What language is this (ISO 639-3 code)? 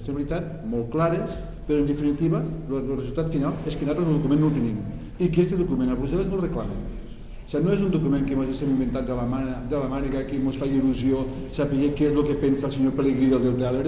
cat